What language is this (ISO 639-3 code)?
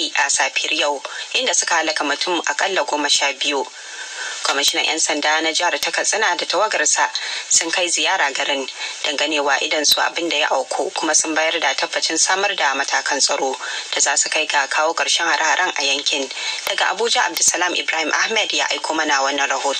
hau